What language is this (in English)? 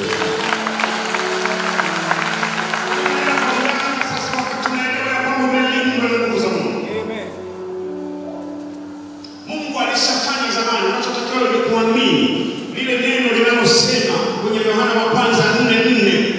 Swahili